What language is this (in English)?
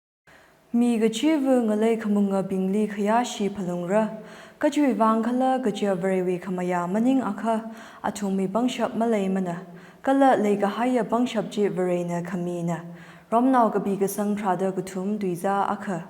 Tangkhul Naga (India)